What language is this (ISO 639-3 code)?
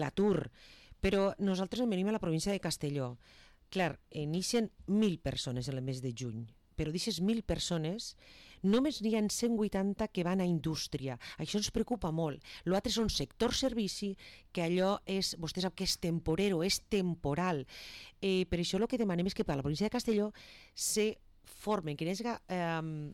cat